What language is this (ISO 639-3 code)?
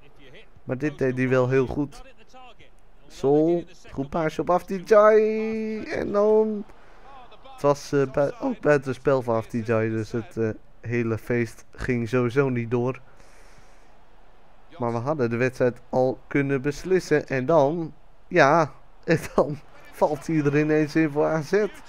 nld